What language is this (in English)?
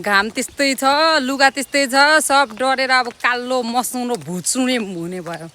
Nepali